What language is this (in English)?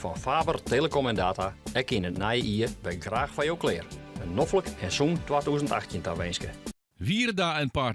Western Frisian